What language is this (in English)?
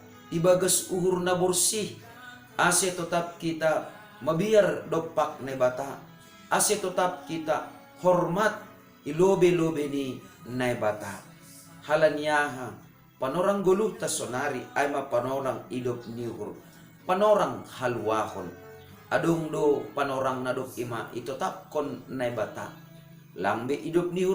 Batak Simalungun